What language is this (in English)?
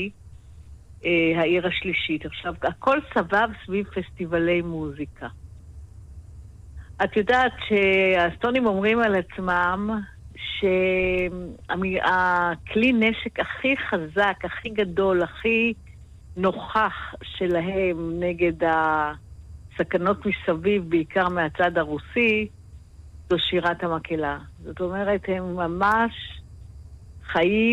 Hebrew